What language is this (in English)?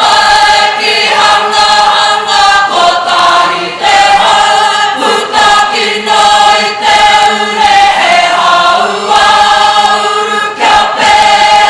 Māori